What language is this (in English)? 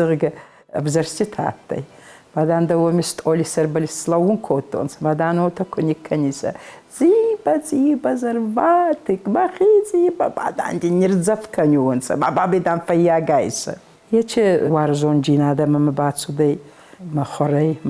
Ossetic